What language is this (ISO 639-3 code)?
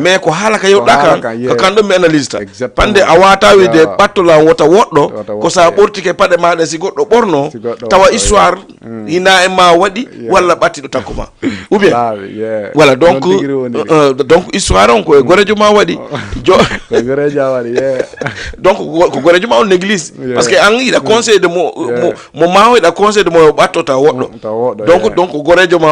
ful